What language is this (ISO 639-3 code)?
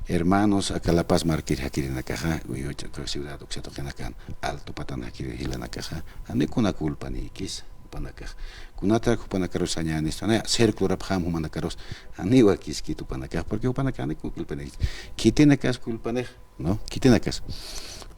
aym